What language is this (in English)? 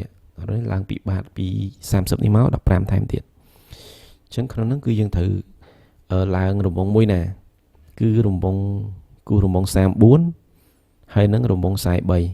Khmer